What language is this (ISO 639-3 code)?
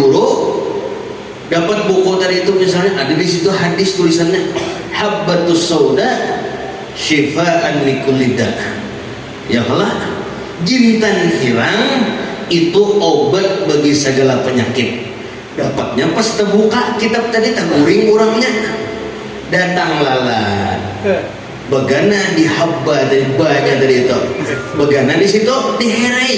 bjn